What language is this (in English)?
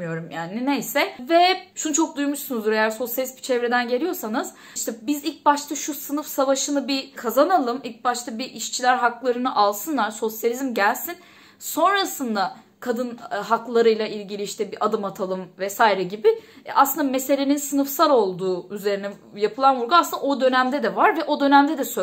Turkish